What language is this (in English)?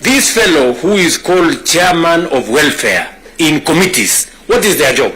Kamba